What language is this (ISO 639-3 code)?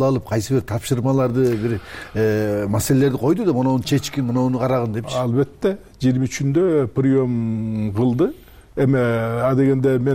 kir